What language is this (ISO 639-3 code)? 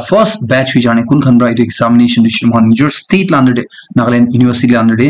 nag